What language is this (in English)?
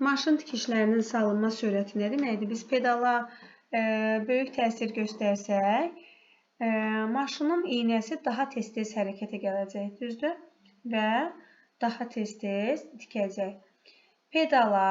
Azerbaijani